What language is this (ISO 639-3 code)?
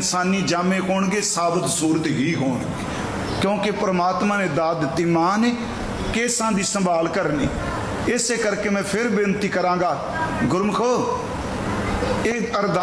pan